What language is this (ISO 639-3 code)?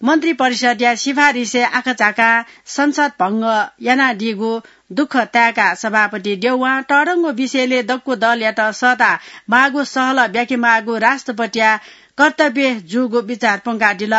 new